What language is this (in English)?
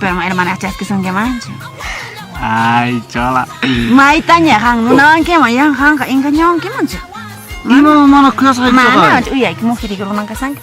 Quechua